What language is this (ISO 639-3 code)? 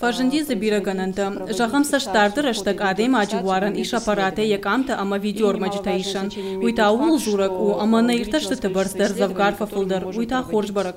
oss